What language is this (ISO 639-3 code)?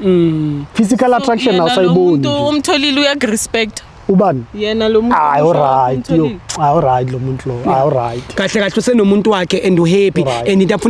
zul